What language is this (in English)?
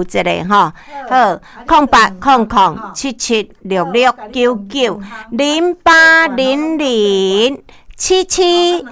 Min Nan Chinese